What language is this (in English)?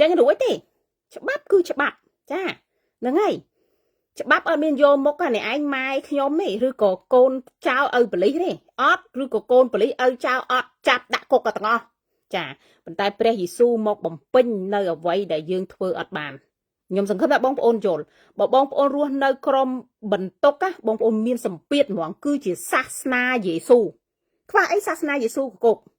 Khmer